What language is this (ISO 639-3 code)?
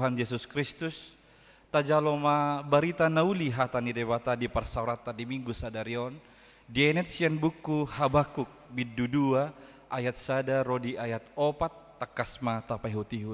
bbc